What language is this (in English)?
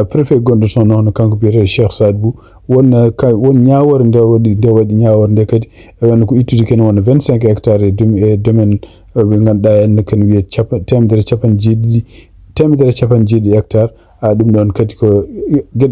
Fula